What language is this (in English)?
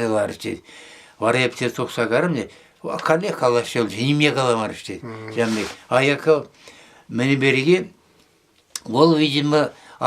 Chuvash